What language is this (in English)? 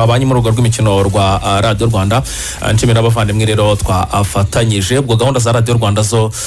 Kinyarwanda